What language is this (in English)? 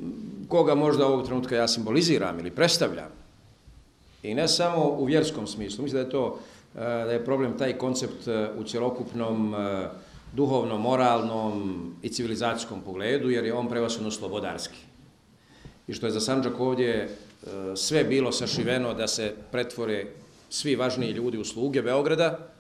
Bosnian